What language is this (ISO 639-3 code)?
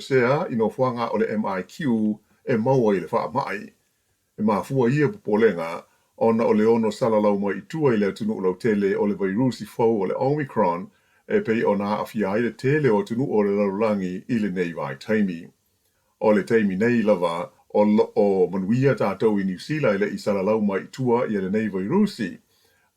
smo